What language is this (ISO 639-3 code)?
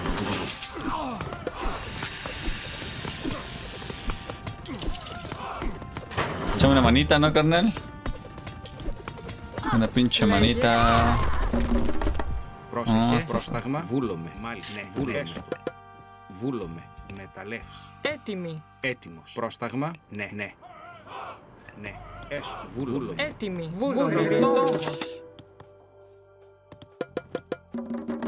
ell